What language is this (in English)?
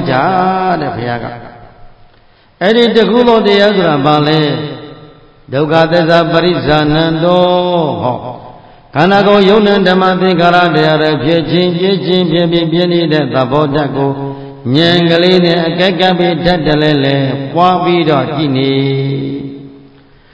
Burmese